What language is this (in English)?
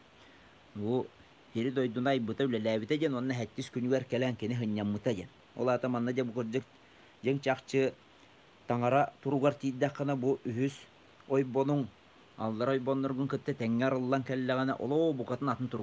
Yakut